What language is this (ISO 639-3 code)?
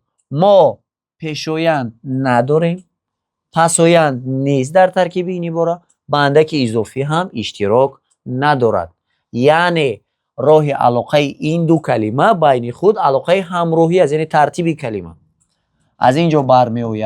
tgk